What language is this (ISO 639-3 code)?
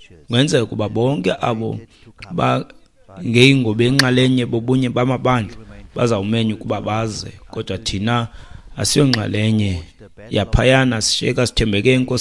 xho